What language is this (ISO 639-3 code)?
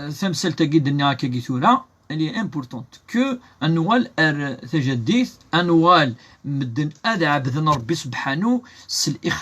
kab